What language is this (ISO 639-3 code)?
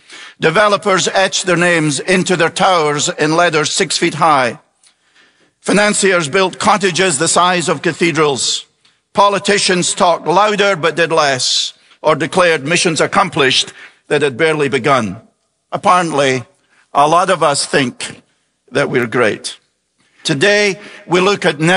eng